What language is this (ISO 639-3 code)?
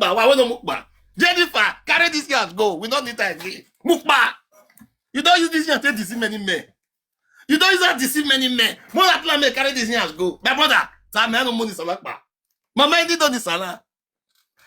pcm